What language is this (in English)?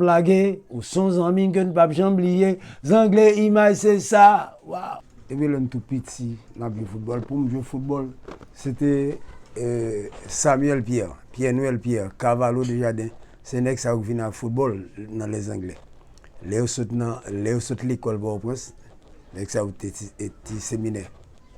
Haitian Creole